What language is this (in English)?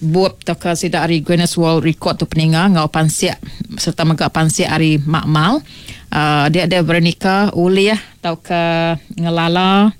Iban